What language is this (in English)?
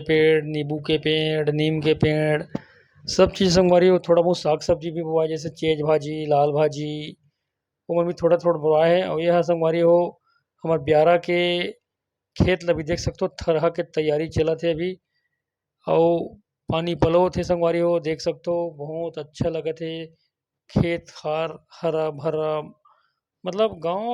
Chhattisgarhi